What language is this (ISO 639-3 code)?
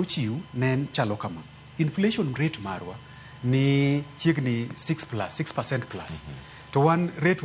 luo